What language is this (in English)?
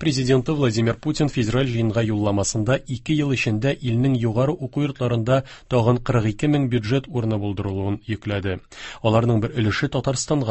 Tatar